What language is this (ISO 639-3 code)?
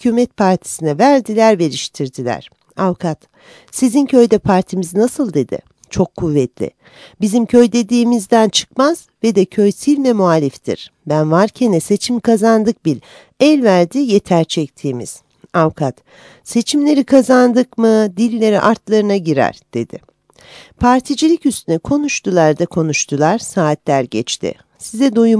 tur